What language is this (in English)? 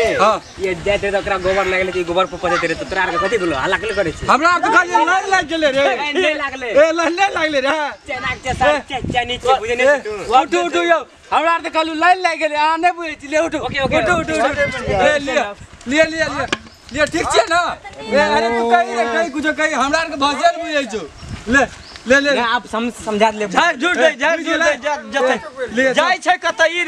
Maithili